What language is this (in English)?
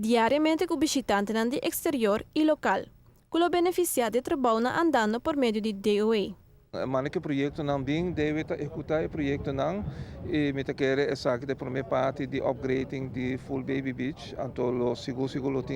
Papiamento